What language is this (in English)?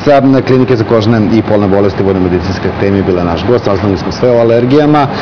Serbian